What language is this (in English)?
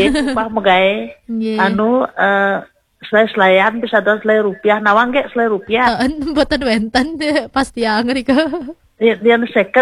Balinese